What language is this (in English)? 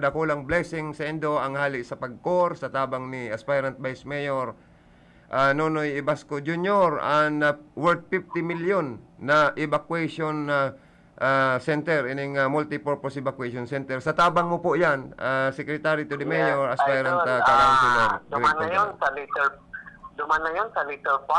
Bikol